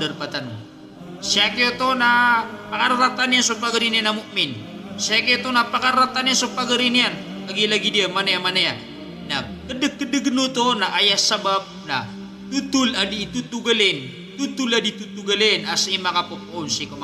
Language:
Maranao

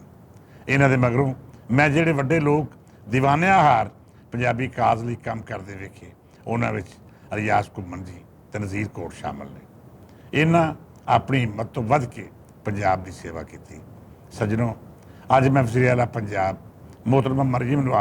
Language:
Western Panjabi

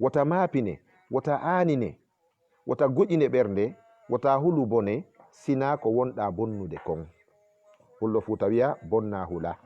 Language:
Fula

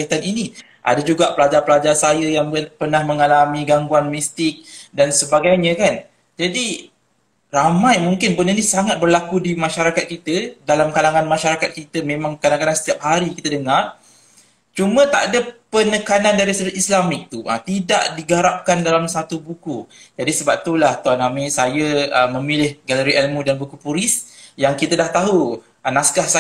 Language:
Malay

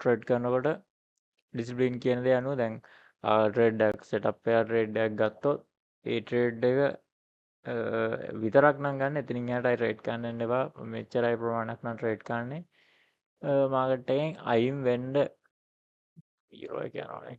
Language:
Sinhala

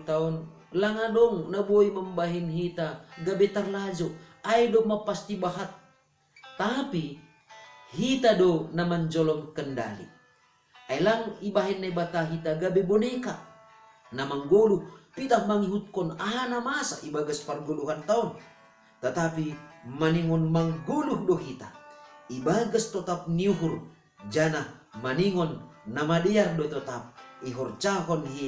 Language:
Batak Simalungun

